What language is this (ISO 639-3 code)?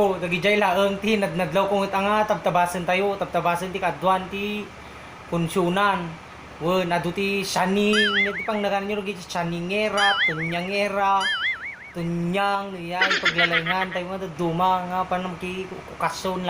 ilo